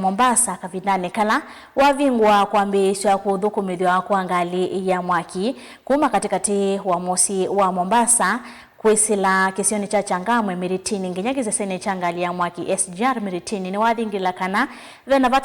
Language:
Kamba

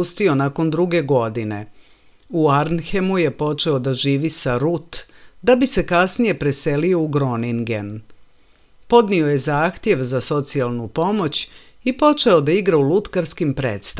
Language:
Serbian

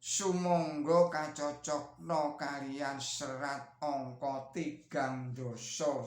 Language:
Javanese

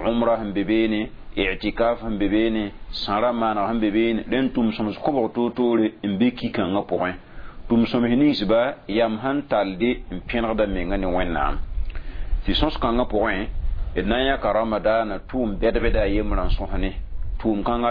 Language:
Mossi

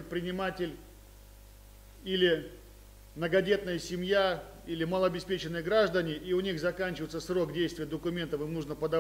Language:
Russian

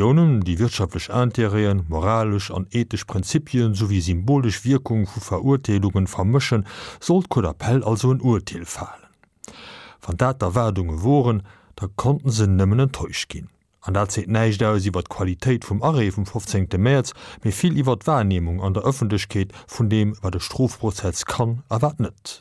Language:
Luxembourgish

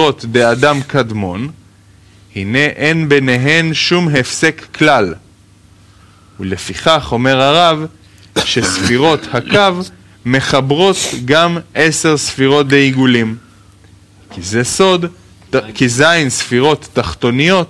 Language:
Hebrew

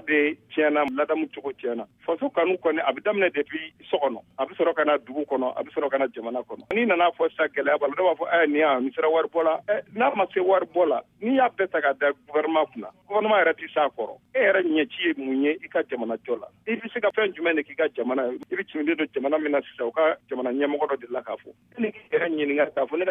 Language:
Bambara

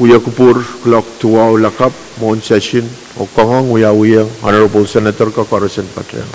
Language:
Pohnpeian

